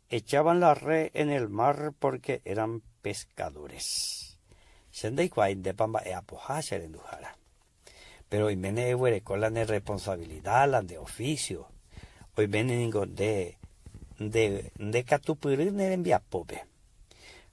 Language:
Guarani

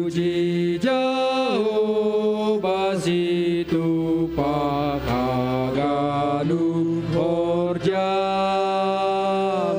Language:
Batak Simalungun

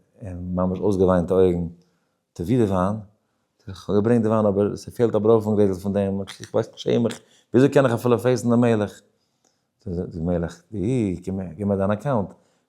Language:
Yiddish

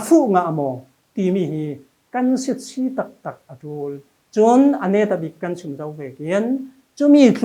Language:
Falam Chin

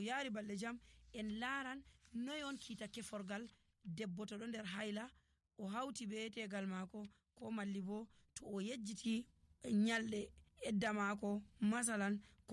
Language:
Nigerian Fulfulde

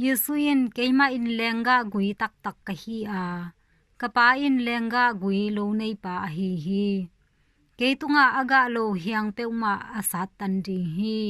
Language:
Tedim Chin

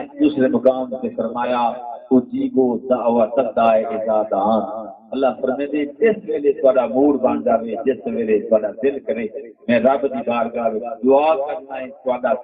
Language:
Saraiki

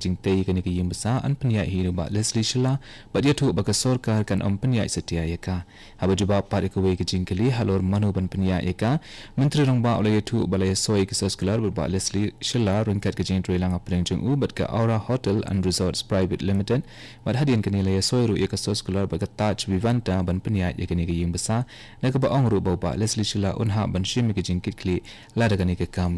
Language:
Khasi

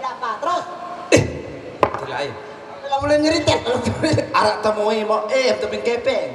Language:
Sasak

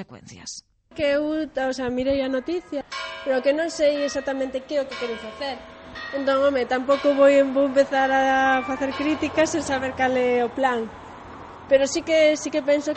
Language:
Galician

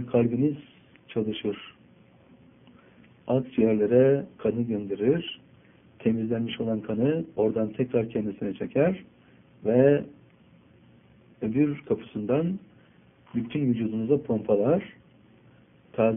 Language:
Turkish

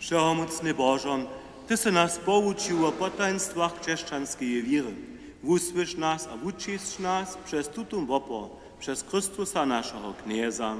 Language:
Upper Sorbian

